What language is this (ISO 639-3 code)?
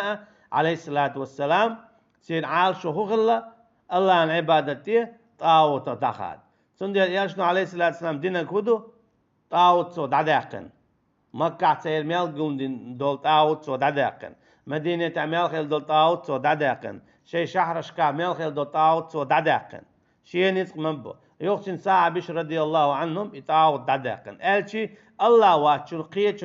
che